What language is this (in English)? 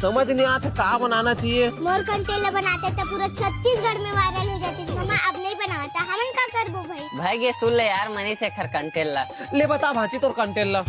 Chhattisgarhi